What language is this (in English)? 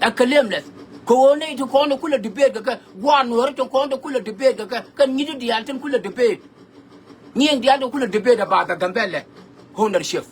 Nuer